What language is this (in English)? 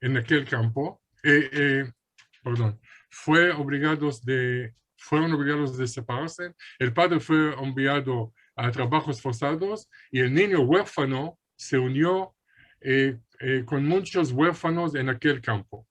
Ladino